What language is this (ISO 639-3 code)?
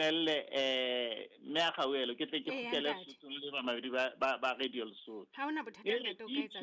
sot